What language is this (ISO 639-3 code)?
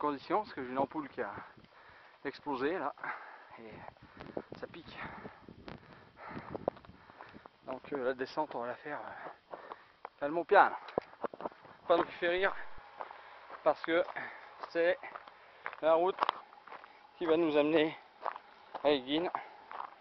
fra